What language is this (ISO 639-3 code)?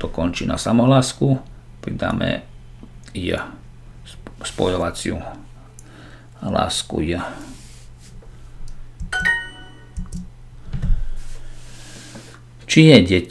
slk